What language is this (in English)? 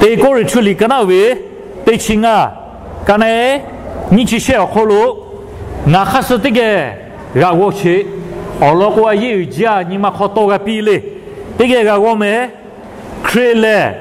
Lahu